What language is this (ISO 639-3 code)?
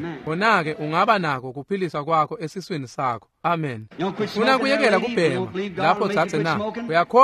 ssw